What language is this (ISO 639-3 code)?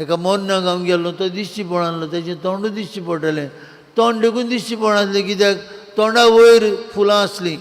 kok